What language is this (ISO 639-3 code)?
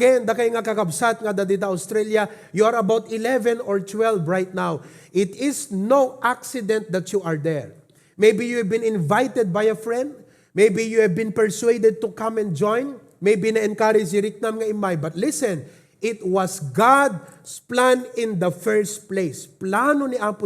ilo